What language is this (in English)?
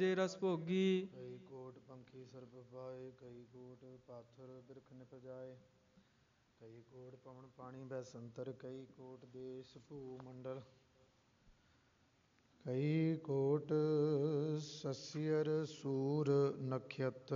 Punjabi